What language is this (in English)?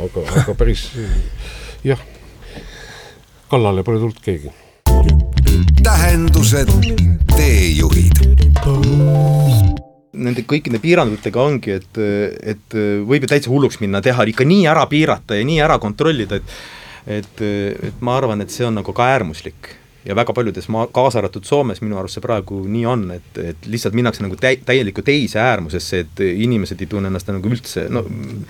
Estonian